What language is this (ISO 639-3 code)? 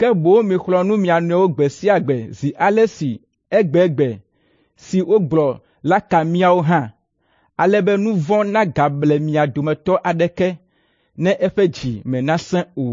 ewe